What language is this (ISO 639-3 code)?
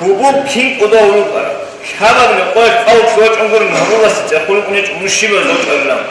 ava